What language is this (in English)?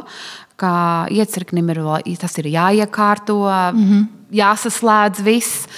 Latvian